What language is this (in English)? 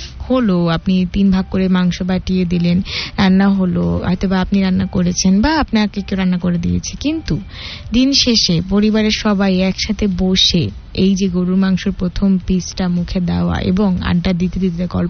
Bangla